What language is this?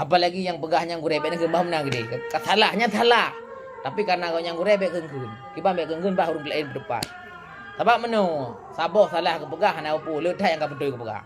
Achinese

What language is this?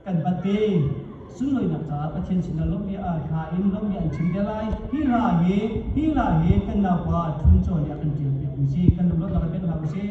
Hakha Chin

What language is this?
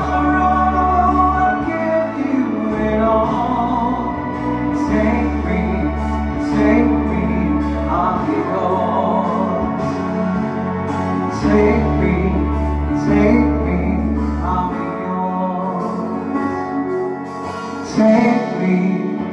English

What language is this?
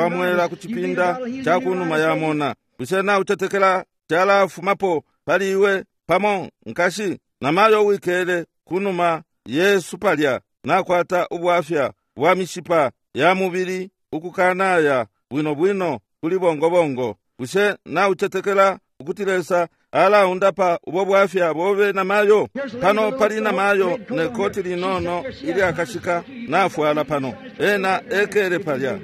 Bemba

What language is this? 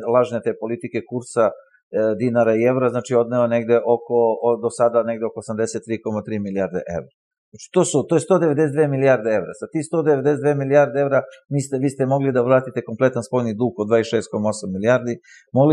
Serbian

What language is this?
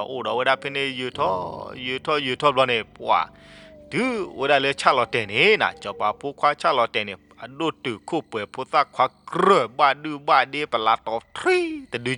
S'gaw Karen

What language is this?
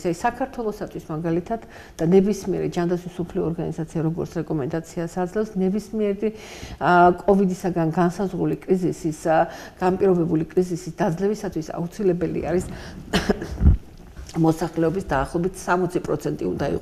Georgian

